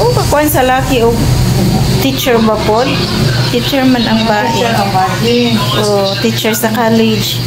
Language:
Cebuano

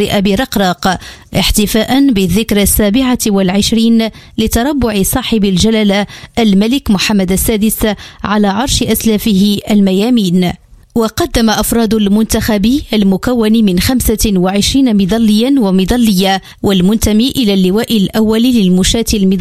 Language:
Arabic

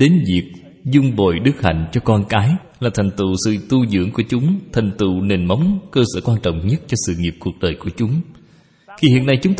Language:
Vietnamese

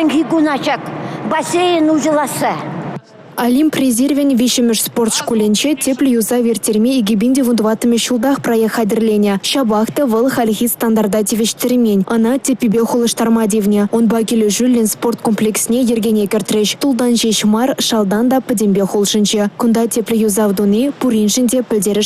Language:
Chuvash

